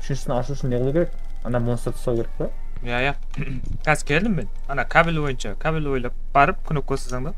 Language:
Kara-Kalpak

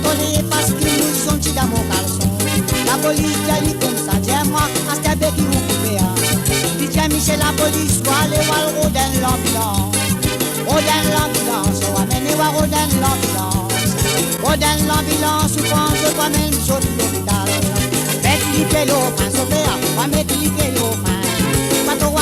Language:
Morisyen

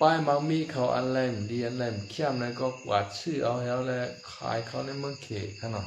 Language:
Shan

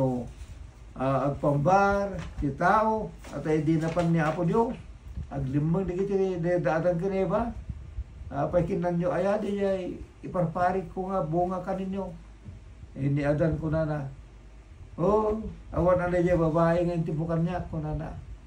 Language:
Iloko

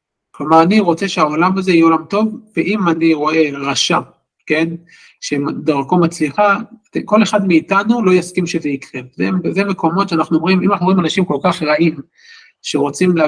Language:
Hebrew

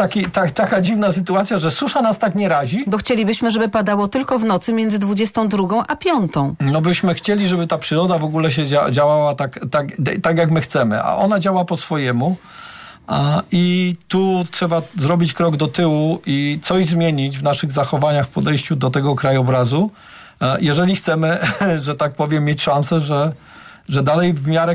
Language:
Polish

